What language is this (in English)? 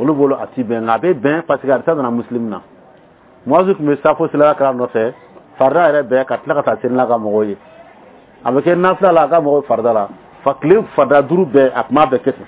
Bambara